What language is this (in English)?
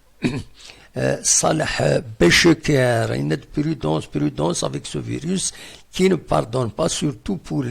Kabyle